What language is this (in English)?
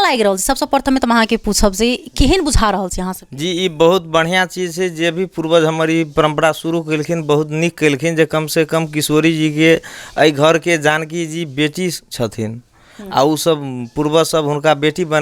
Maithili